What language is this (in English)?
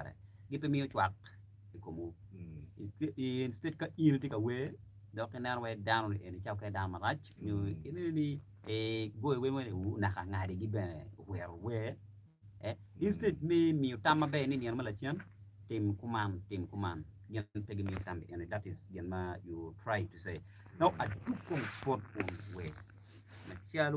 Acoli